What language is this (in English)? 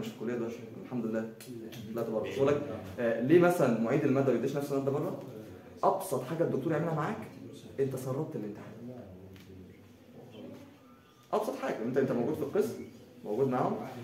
Egyptian Arabic